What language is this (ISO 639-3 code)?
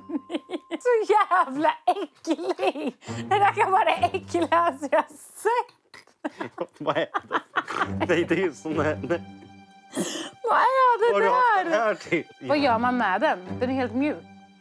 swe